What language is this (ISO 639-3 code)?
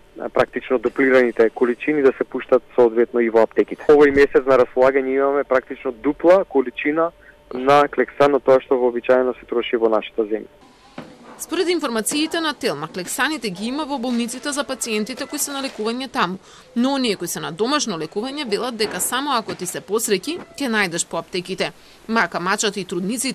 mkd